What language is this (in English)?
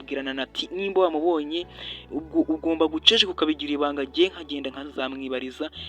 Kinyarwanda